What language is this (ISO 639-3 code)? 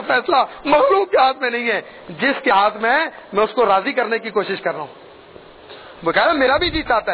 urd